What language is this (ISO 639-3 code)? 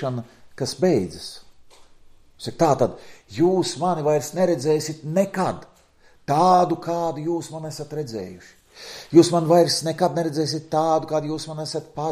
lav